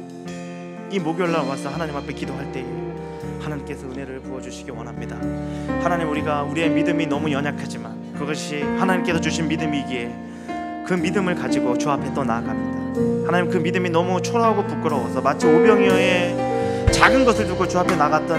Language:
Korean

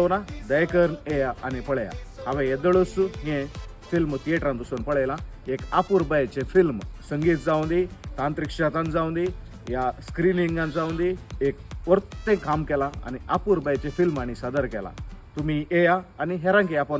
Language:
Konkani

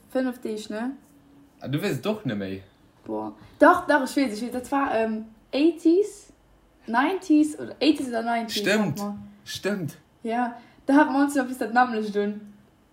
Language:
Luxembourgish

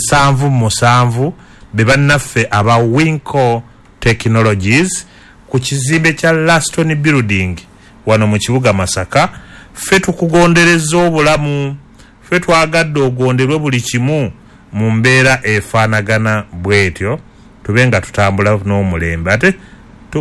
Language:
Ganda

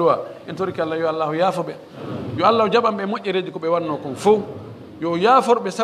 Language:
Pular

